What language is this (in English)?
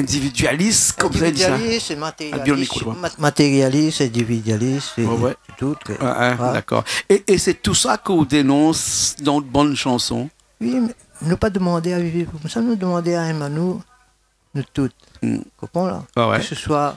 Réunion Creole French